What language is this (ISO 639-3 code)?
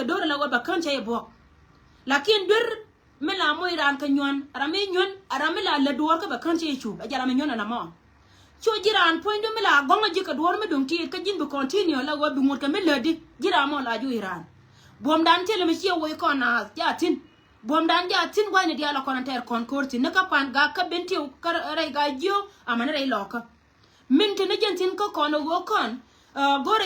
nus